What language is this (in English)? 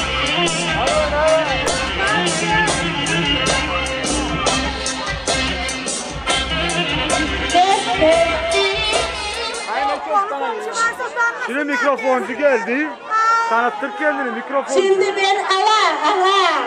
Turkish